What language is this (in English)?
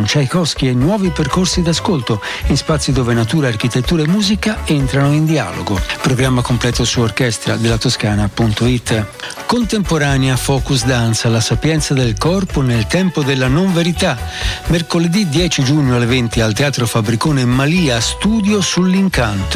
Italian